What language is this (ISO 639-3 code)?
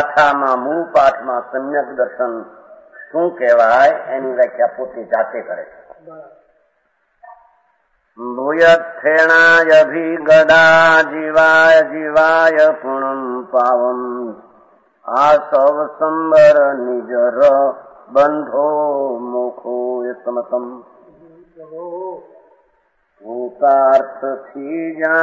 guj